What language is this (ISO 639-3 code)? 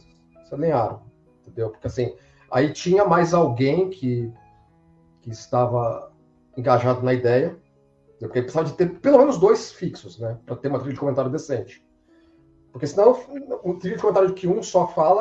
por